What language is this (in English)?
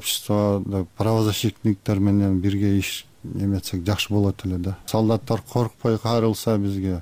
Kyrgyz